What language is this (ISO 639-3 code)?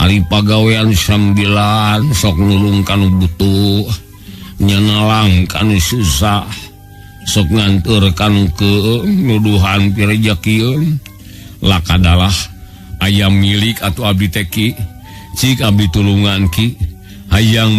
sun